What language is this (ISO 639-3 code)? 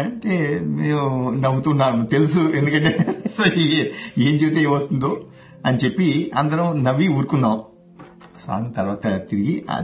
tel